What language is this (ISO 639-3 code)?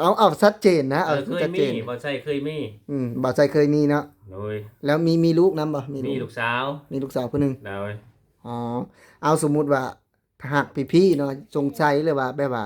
lao